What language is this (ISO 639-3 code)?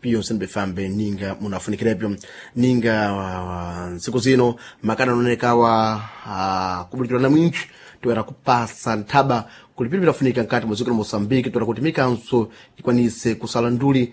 seh